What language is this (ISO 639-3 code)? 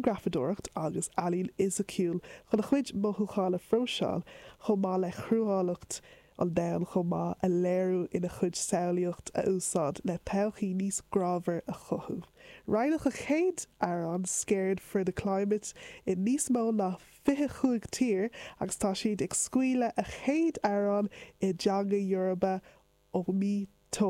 gle